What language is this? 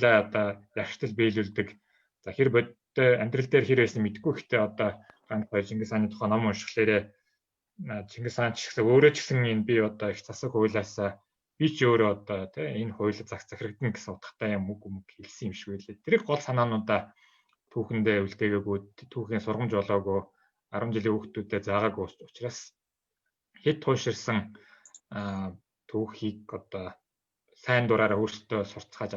Mongolian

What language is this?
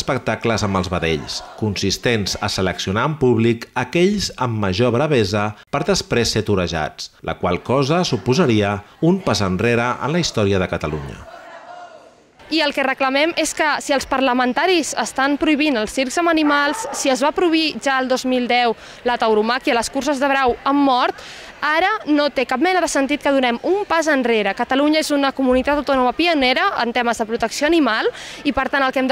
Catalan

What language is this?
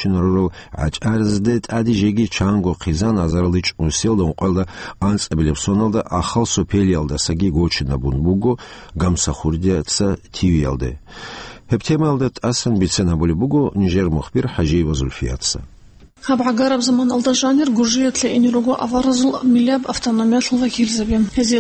Avaric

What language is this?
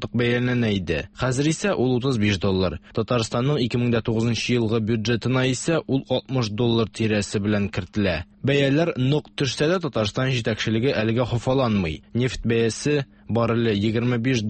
Tatar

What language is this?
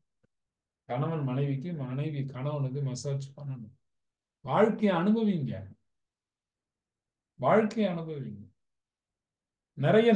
Tamil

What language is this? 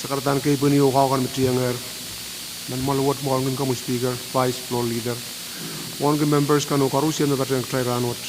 Pohnpeian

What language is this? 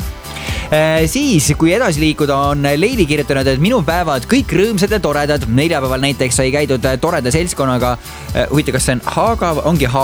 Estonian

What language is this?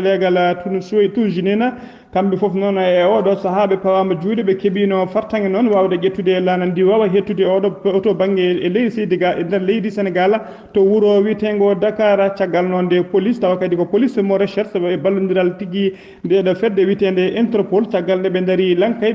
Fula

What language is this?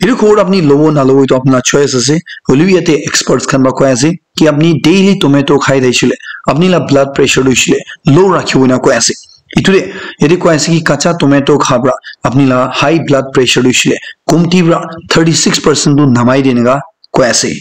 Naga Pidgin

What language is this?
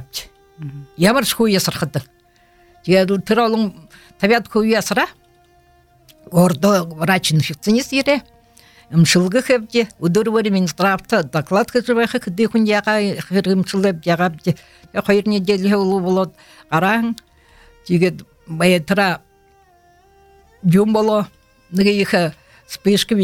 Buriat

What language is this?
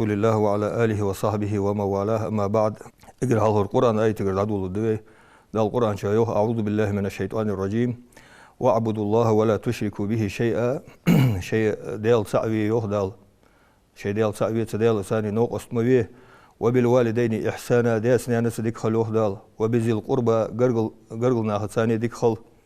Ingush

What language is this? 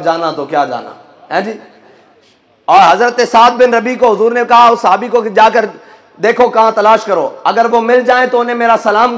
Urdu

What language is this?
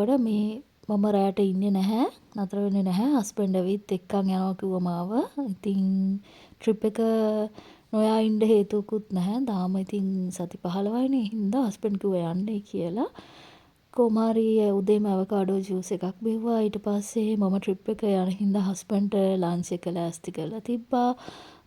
Sinhala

